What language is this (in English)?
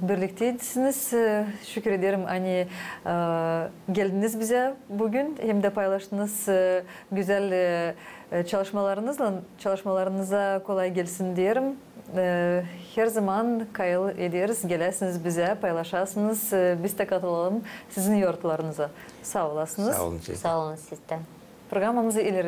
Gagauz